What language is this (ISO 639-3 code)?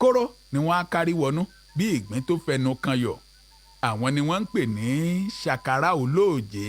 yor